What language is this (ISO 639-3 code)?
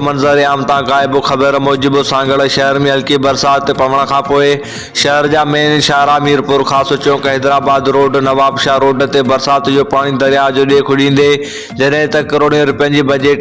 snd